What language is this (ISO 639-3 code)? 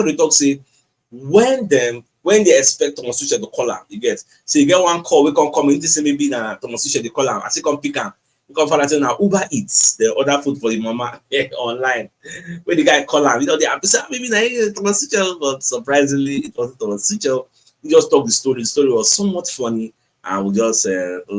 pcm